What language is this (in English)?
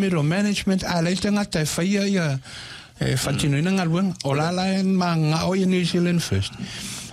Samoan